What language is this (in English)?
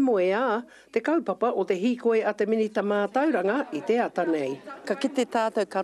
Māori